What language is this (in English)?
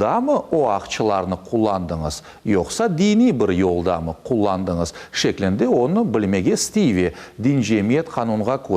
Crimean Tatar